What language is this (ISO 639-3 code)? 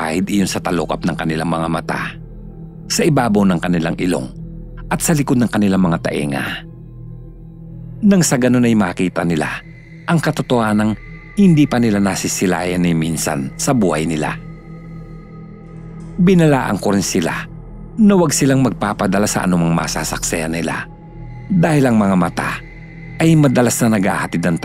fil